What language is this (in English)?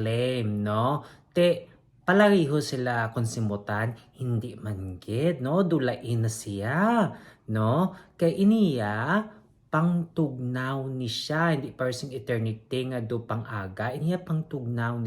Hiligaynon